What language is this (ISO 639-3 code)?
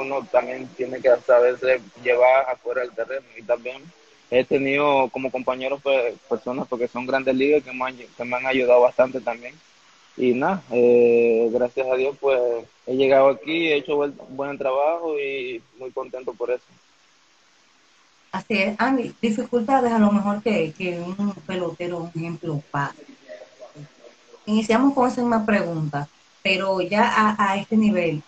spa